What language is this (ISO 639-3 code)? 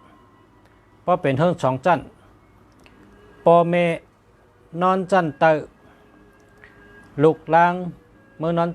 shn